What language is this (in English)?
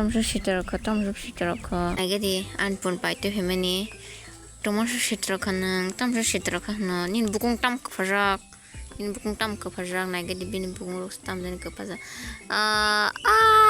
Kok Borok